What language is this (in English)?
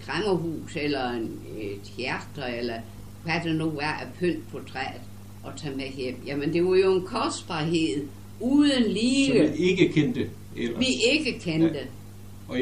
Danish